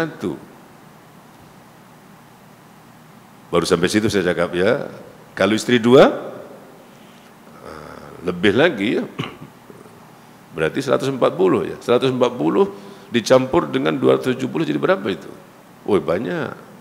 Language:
Malay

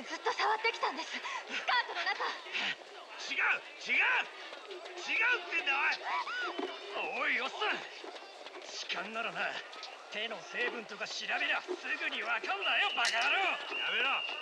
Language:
Japanese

